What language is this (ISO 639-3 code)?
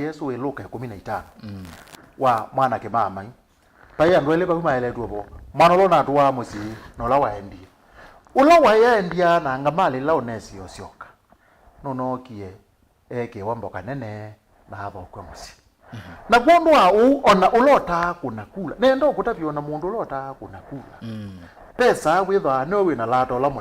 kam